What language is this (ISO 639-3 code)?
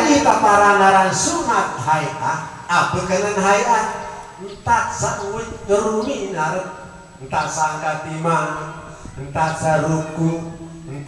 sas